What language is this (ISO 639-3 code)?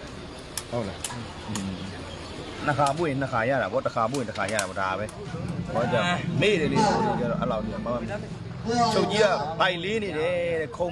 mya